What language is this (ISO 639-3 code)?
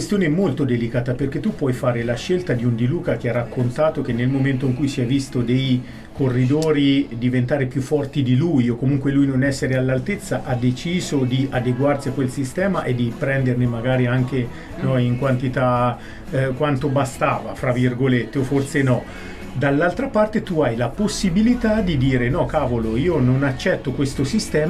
ita